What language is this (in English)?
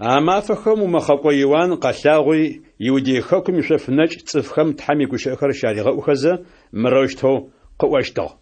Adyghe